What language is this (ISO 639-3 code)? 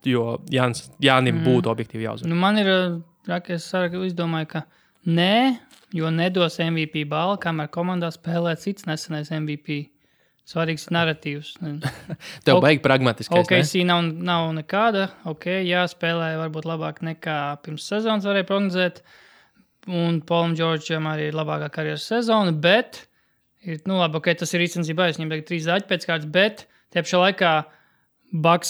lav